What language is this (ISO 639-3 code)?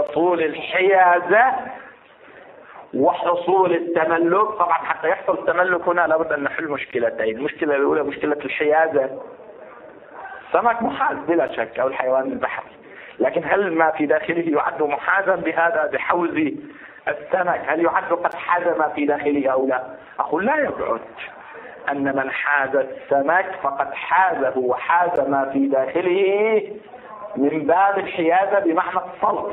ara